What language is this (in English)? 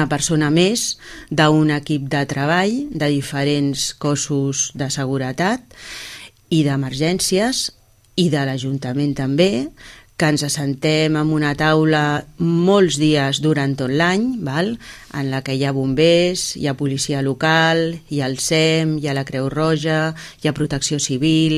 Catalan